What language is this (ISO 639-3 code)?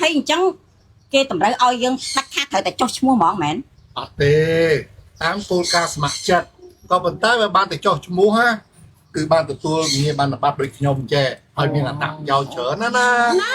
khm